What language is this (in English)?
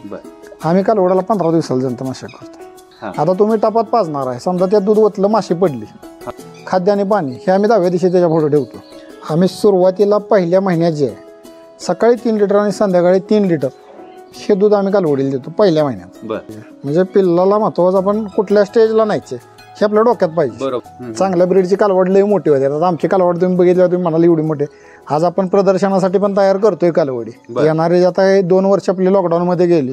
Marathi